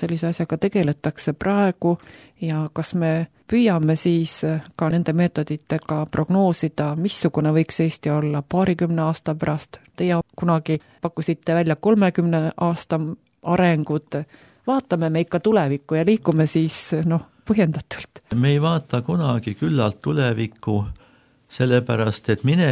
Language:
Estonian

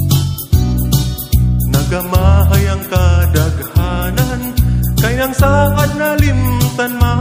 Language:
Cebuano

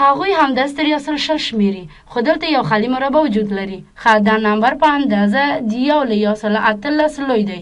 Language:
Pashto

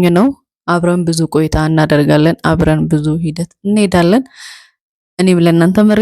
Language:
Amharic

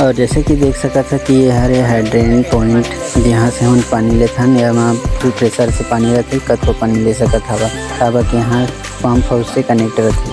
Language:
Chhattisgarhi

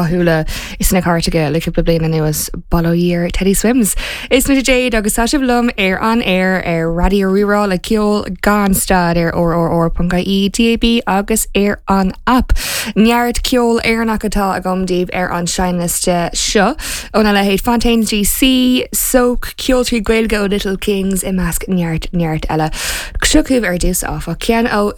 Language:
Irish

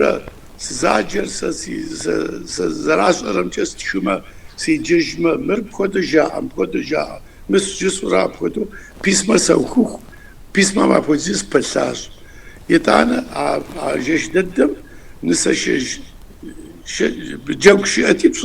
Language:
Kabardian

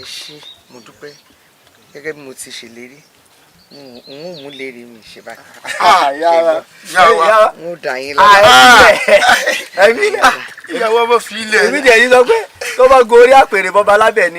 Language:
Yoruba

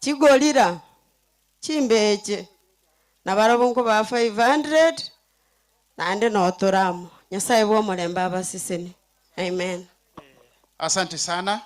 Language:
Gusii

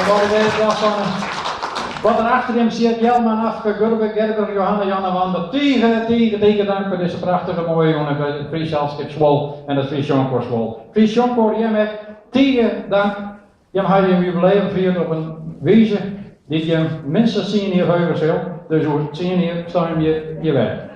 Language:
Western Frisian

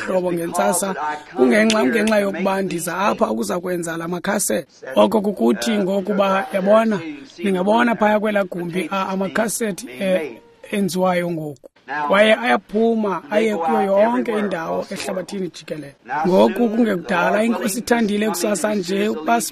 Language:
Xhosa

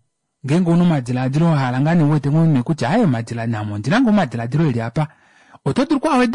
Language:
Kuanyama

